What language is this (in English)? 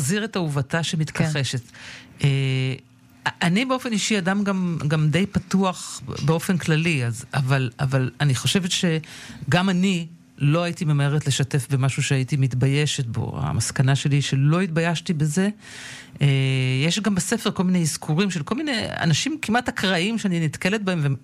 Hebrew